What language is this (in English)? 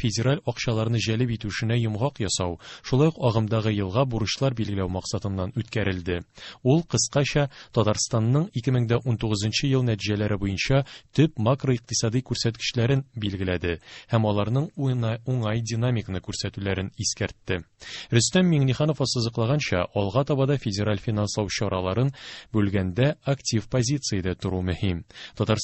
Tatar